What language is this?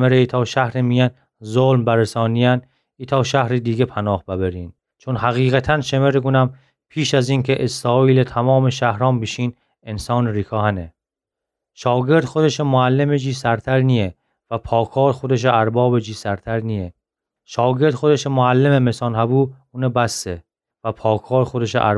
Gilaki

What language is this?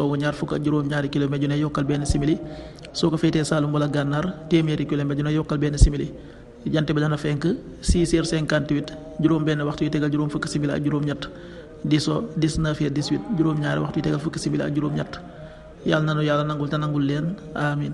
Wolof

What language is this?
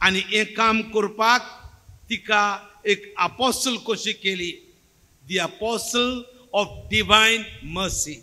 Konkani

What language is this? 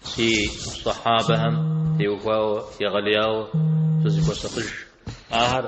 Kabardian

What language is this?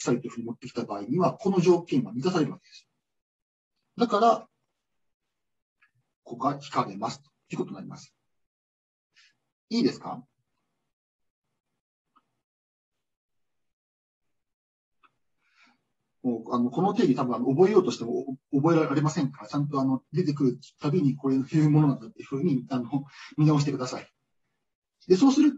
Japanese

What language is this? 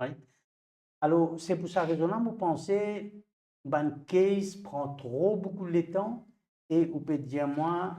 Morisyen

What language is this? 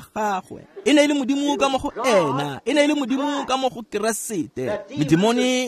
Tswana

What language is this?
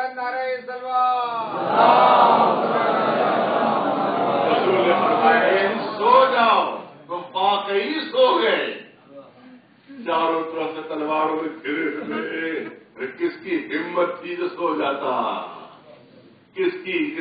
Urdu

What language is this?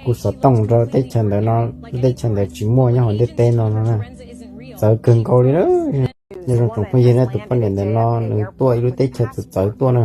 Hmong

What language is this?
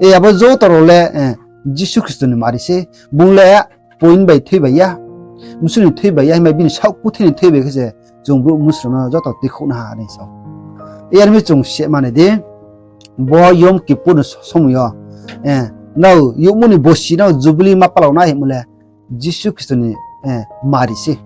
Riang (India)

